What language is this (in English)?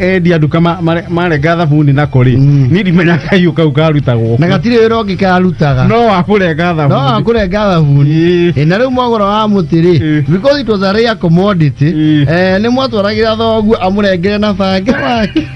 Kikuyu